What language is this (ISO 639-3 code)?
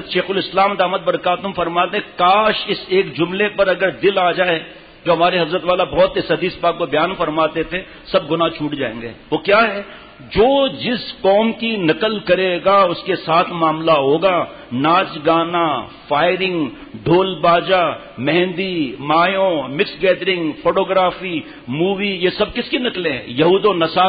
urd